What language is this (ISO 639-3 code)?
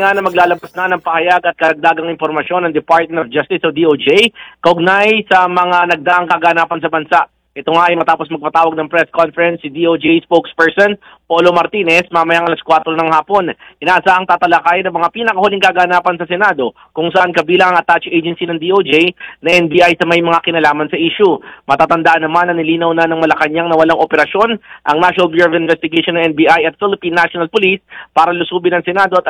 fil